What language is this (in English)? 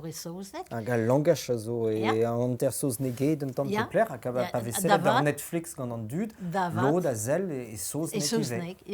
Breton